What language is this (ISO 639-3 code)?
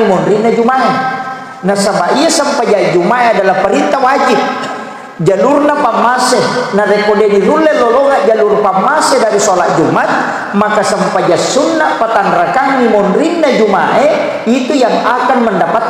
bug